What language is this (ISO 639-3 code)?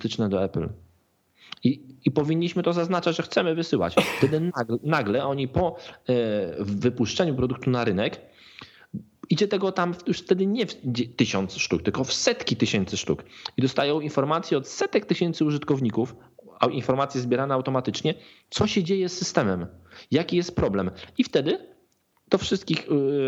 pol